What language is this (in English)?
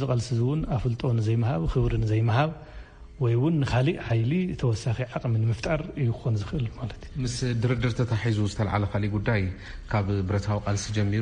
Tigrinya